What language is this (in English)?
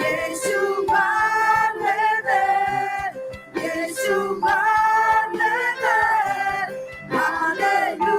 Akha